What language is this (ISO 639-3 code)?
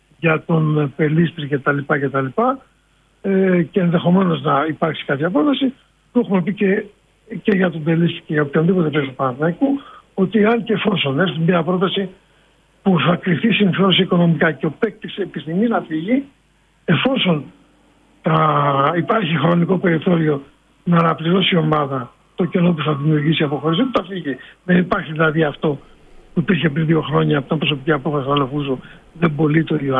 ell